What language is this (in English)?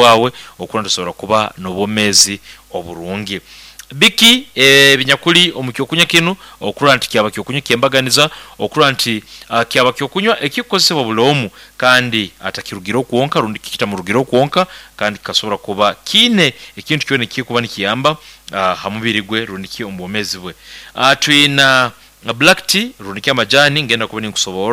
Nyoro